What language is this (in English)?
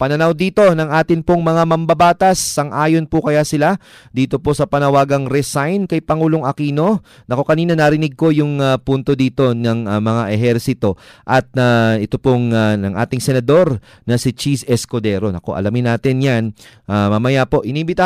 Filipino